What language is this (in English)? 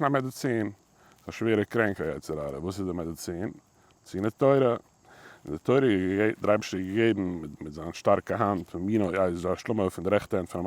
Yiddish